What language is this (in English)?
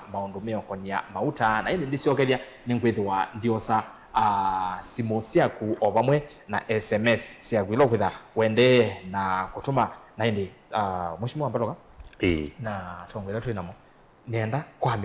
Kamba